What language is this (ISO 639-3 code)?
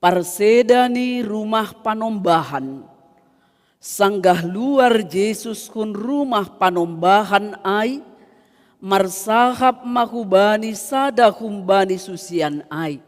bts